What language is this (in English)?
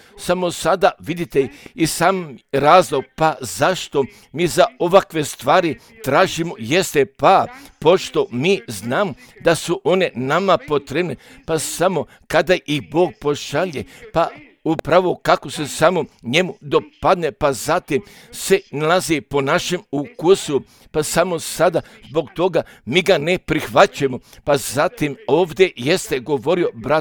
Croatian